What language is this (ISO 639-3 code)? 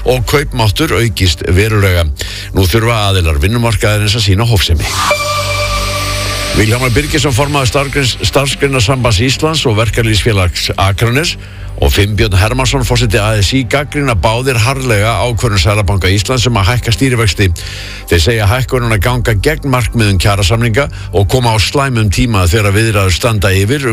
isl